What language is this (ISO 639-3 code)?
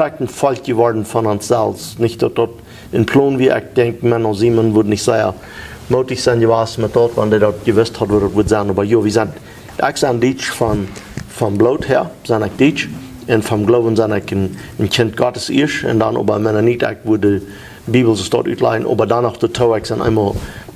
pdt